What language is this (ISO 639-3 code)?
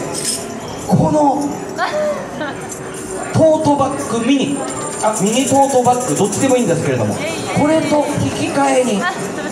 jpn